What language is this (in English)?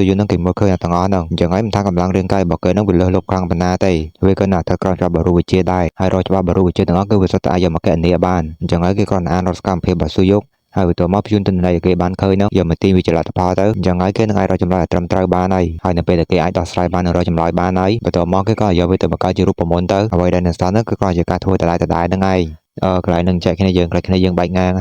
Khmer